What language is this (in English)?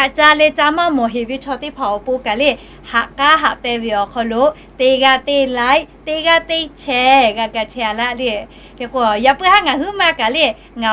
Lahu